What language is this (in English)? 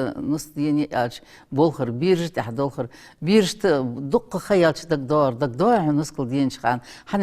Ingush